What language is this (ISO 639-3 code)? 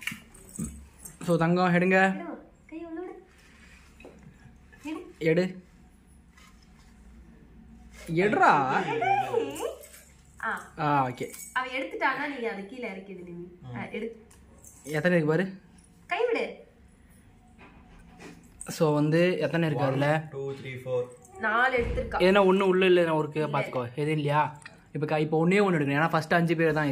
tam